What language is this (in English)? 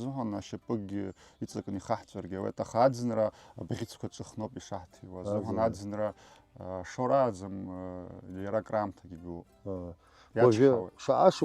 Abkhazian